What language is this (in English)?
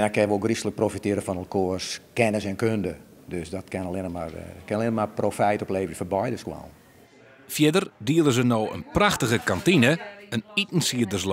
Western Frisian